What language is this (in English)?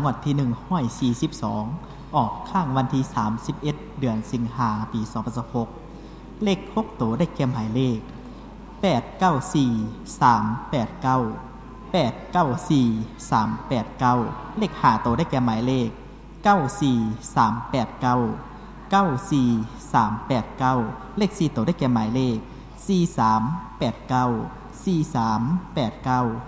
Lao